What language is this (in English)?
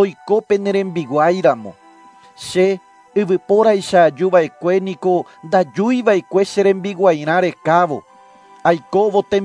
Guarani